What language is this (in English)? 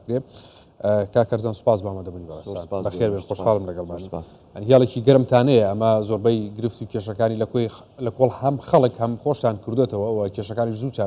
Central Kurdish